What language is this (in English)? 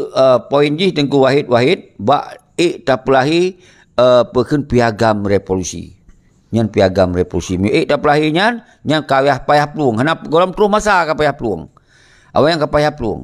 Achinese